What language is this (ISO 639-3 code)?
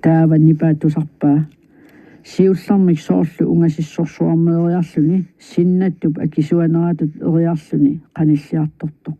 kal